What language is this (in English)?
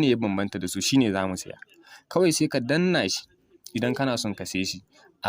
Hausa